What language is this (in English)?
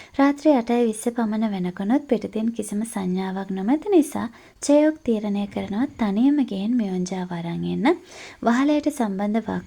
Sinhala